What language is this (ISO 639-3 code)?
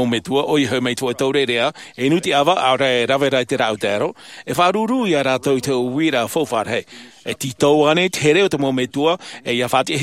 tah